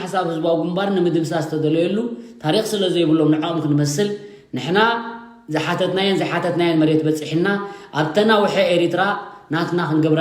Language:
Tigrinya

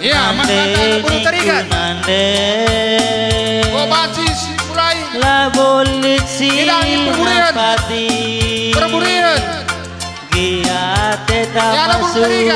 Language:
Batak Karo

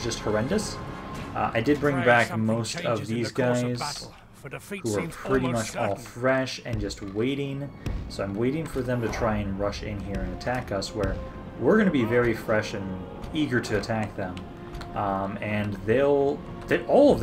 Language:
English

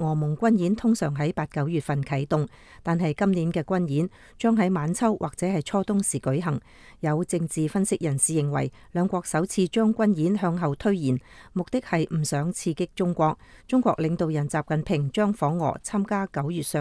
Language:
Cantonese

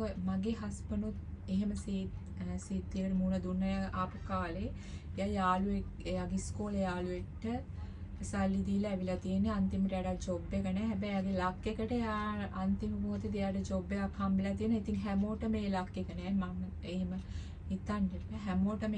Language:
Sinhala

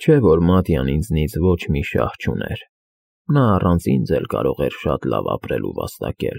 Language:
Armenian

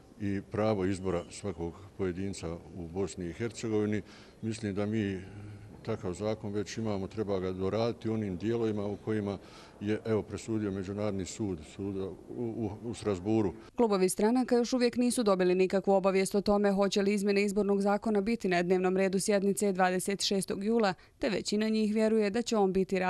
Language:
Bosnian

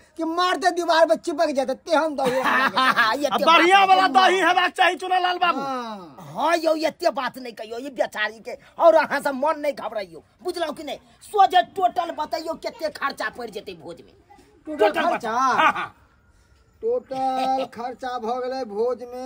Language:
Maithili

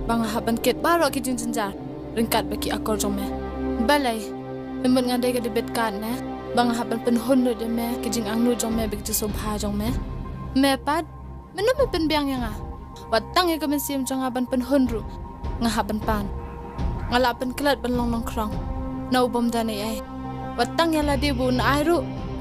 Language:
Khasi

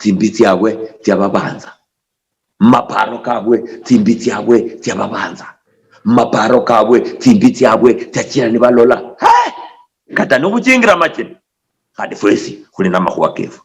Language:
Luyia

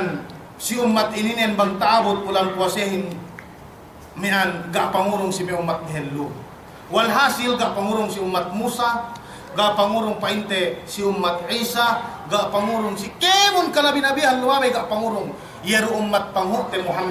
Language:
Yakan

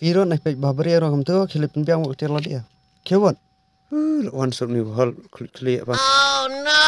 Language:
Khasi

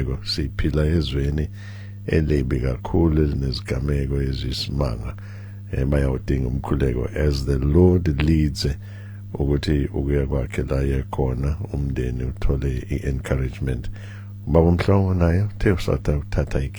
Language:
Zulu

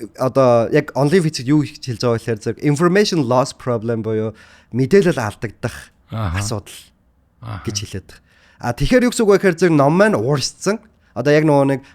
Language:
Mongolian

